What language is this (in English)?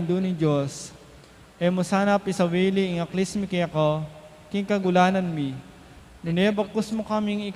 Pampanga